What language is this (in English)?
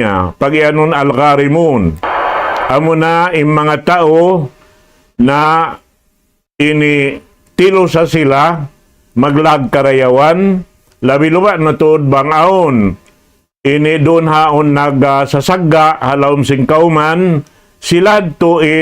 Tausug